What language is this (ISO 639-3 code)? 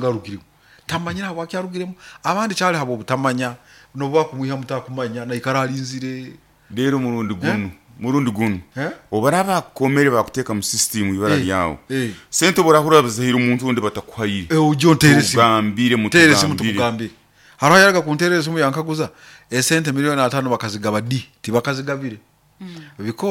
nyo